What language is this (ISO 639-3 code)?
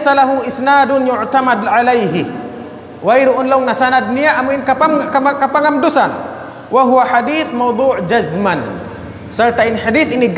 tsg